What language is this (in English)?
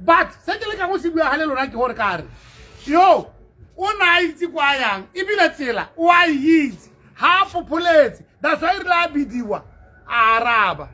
Tswana